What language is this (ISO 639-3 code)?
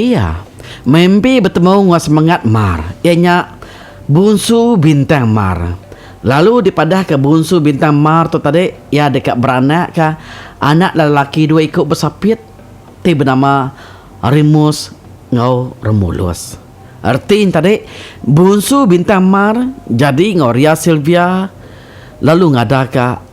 iba